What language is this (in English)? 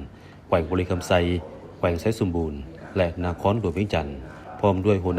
Lao